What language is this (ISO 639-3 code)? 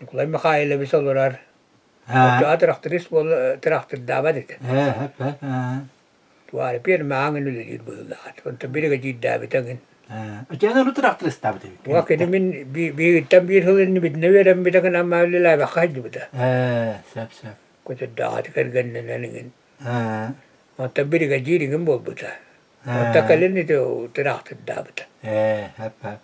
sah